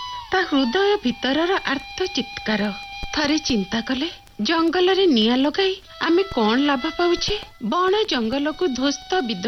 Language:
Odia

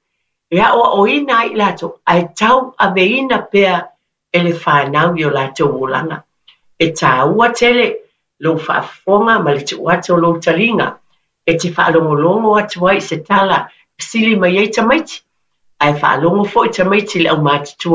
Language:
Samoan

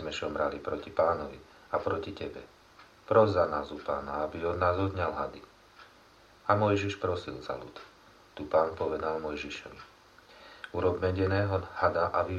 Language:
Slovak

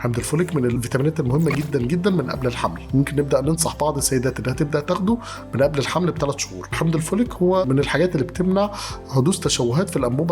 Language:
Egyptian Arabic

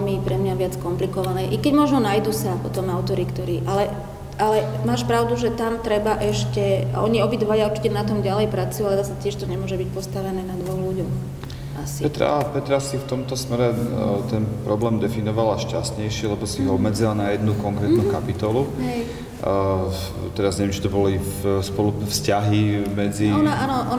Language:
Slovak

